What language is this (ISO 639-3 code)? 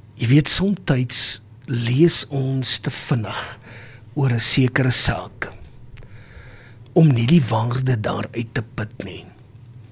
afr